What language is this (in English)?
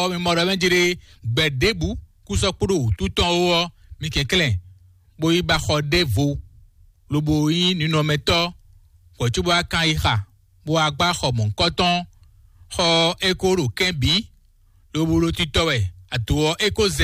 Fon